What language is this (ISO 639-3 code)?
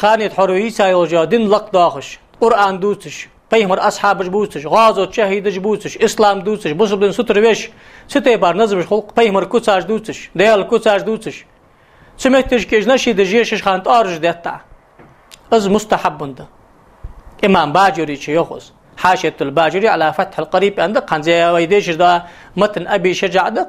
inh